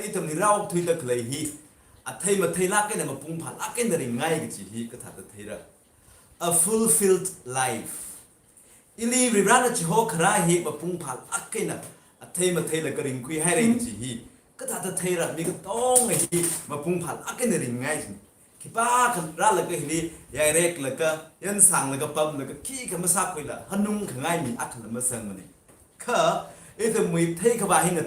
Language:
Tangkhul Naga (India)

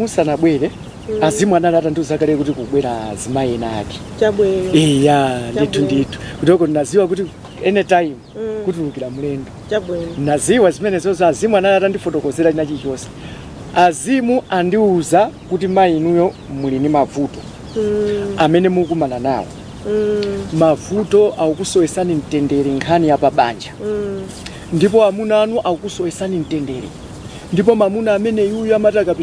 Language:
Nyanja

